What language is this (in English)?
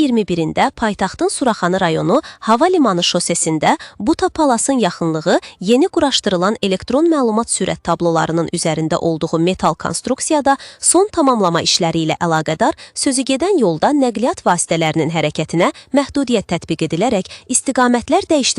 Azerbaijani